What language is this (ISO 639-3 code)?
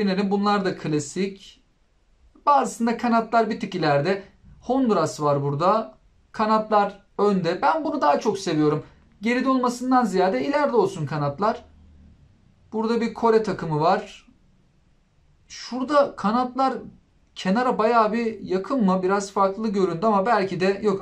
tur